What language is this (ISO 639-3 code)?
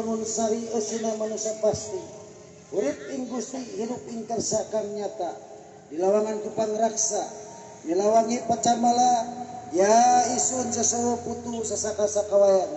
sun